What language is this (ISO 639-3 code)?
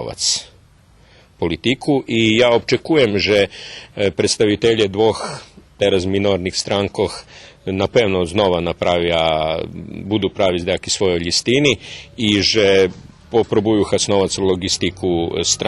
rue